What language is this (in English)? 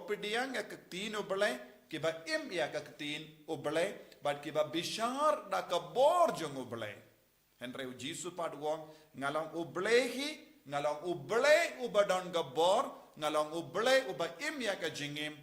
Khasi